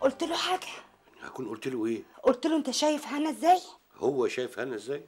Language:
Egyptian Arabic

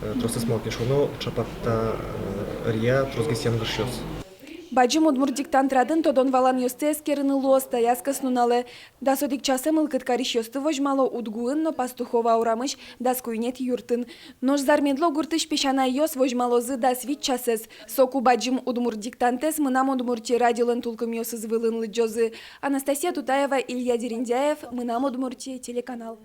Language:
Udmurt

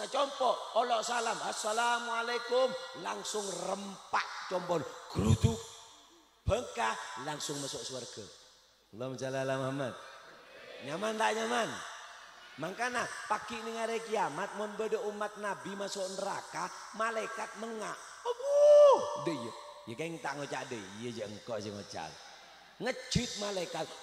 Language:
Madurese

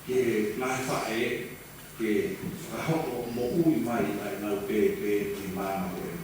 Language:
Tongan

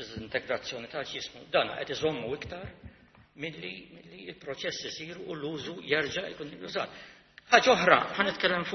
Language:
Maltese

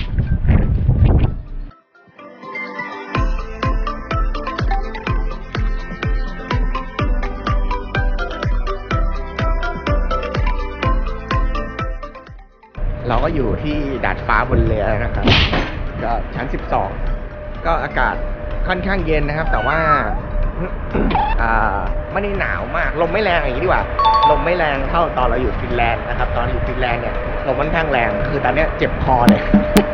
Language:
Thai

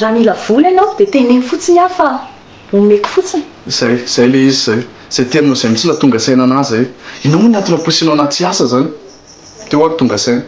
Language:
Malagasy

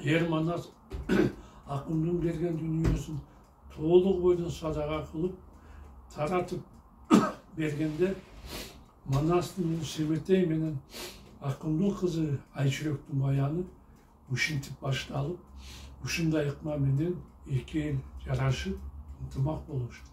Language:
Kyrgyz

